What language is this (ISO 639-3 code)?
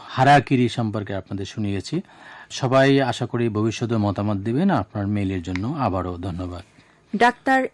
ben